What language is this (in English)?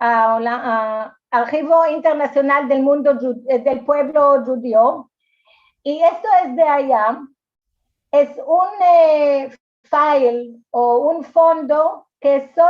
Ladino